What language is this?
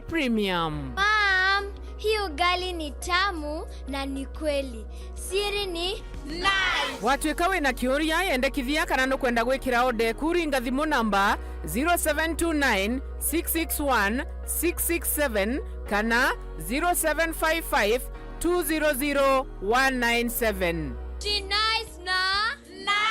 Meru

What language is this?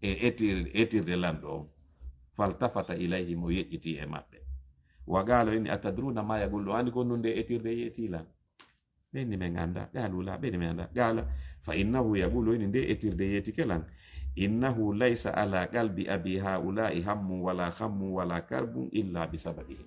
Fula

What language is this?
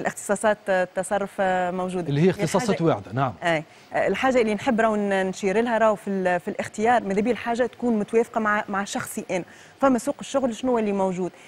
Tunisian Arabic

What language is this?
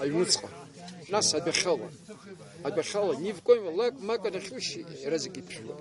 Abkhazian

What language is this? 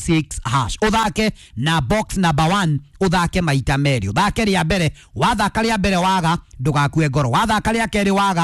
Kikuyu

